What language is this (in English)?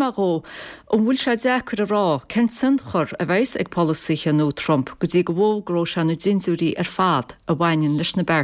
Irish